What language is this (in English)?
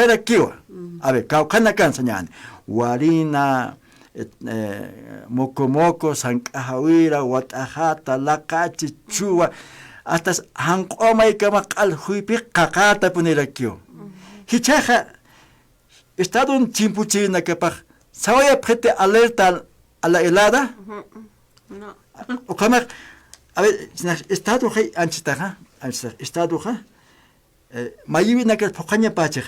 Aymara